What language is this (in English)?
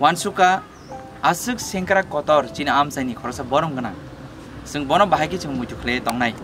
Kok Borok